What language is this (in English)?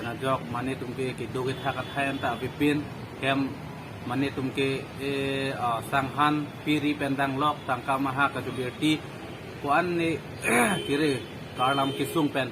Karbi